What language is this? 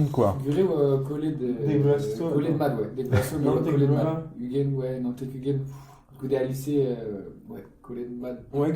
Breton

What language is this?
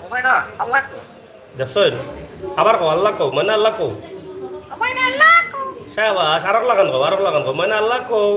Sylheti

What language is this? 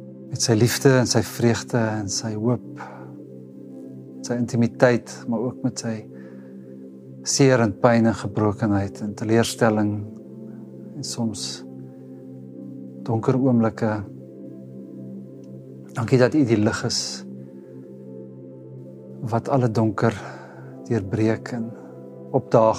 Afrikaans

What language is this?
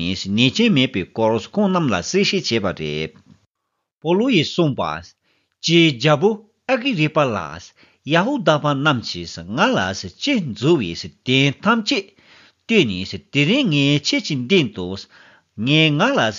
Tibetan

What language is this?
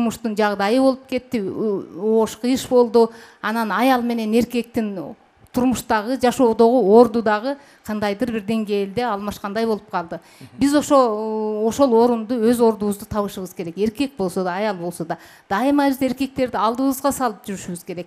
Kyrgyz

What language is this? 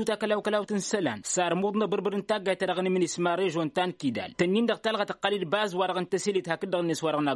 Tamasheq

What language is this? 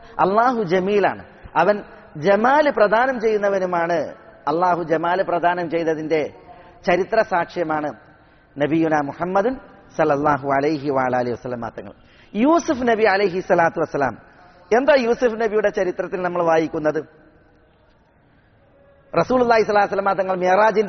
Malayalam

